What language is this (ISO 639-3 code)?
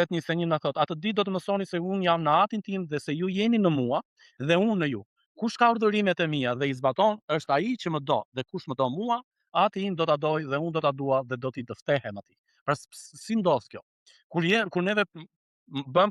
sqi